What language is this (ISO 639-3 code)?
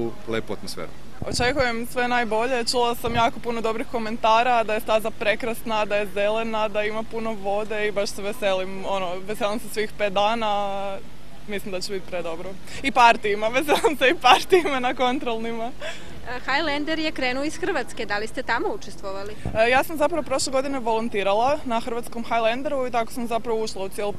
srp